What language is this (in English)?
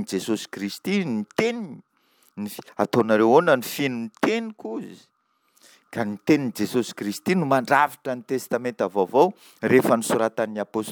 Malagasy